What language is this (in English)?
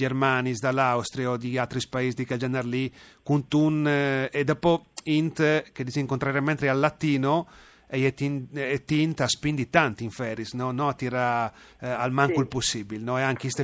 Friulian